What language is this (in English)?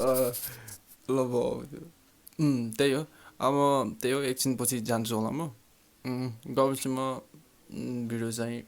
Nepali